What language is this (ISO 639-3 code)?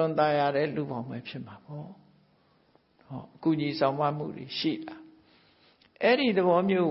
mya